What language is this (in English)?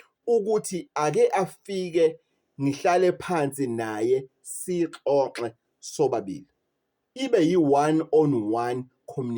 Zulu